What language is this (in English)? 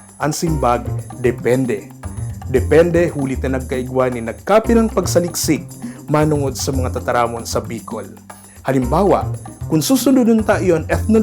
Bikol